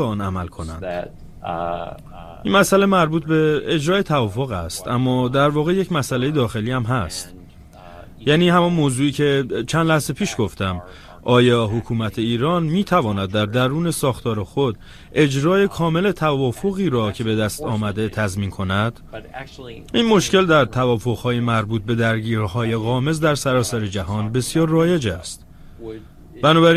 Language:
Persian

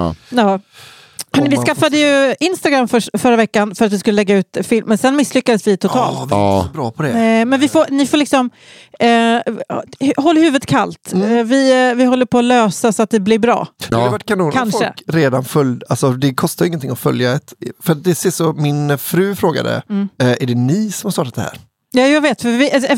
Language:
Swedish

